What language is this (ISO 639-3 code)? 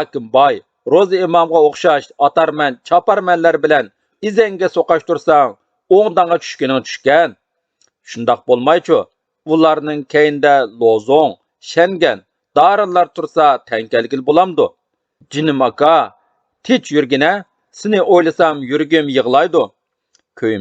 uig